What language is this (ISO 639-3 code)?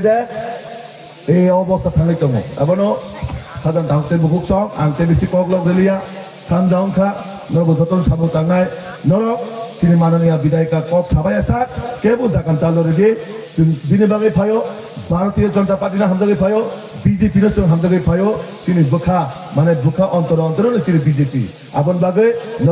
trp